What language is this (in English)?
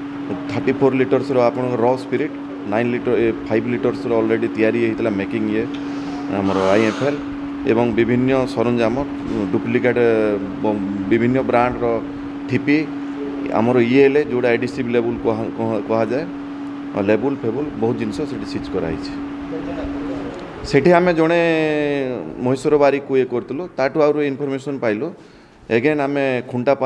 Odia